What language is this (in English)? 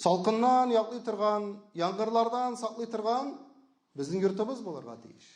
Tatar